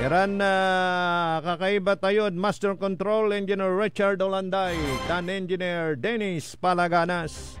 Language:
Pangasinan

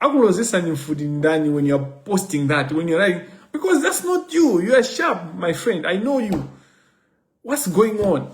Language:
Nyanja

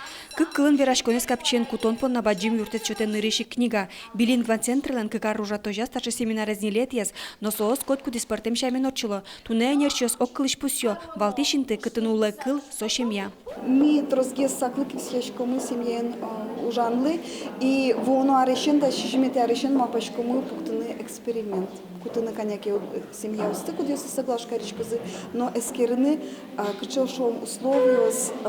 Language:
Udmurt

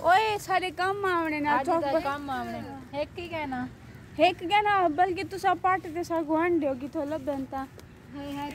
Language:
Saraiki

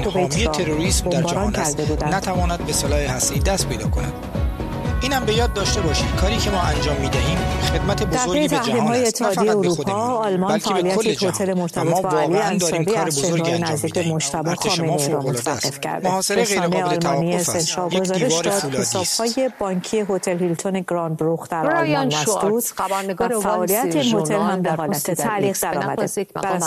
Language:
Persian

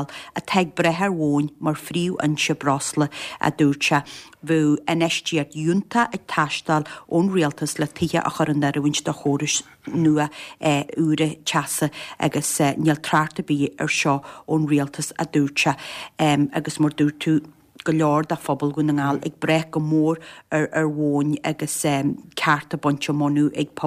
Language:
Irish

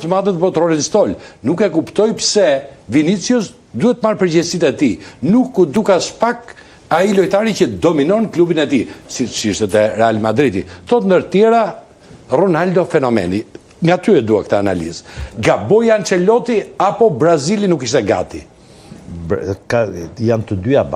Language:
Albanian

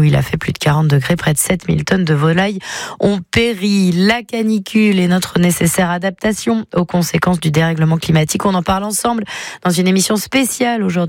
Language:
French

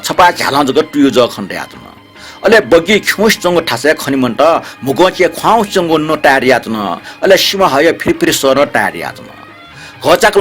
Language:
Newari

